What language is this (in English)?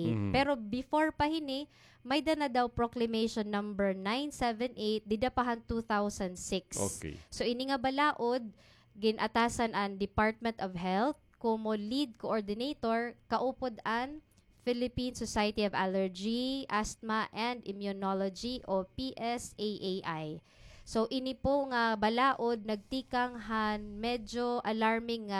Waray